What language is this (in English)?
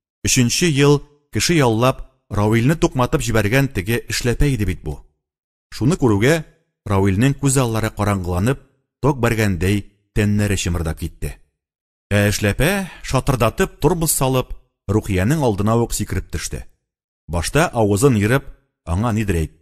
Tatar